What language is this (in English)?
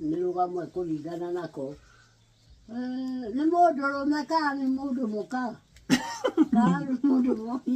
Kikuyu